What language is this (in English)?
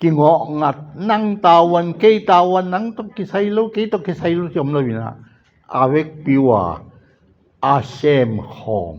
Tedim Chin